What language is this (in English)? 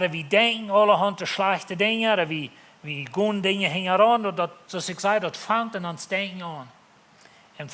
Plautdietsch